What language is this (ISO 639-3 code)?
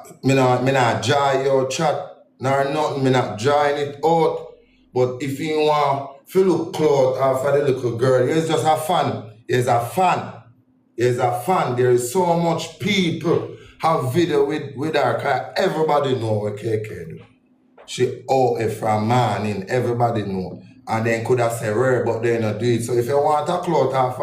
jam